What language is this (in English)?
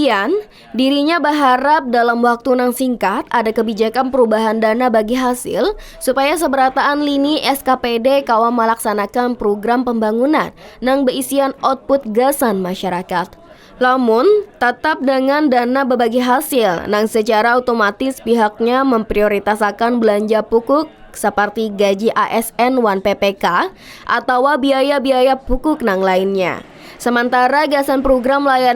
Banjar